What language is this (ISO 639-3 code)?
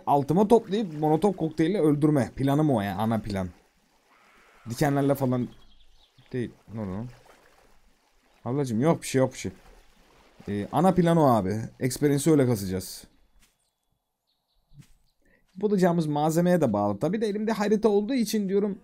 tur